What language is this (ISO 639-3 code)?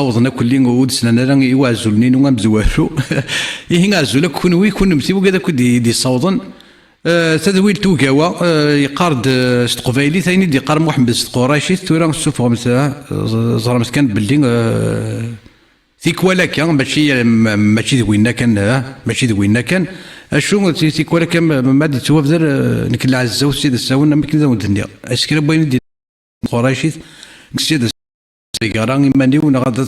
kab